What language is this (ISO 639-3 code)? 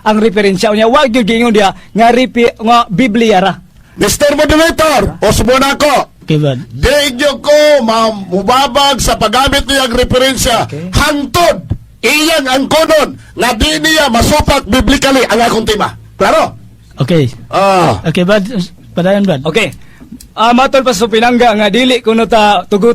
ceb